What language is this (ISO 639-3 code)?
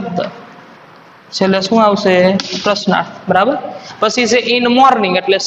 guj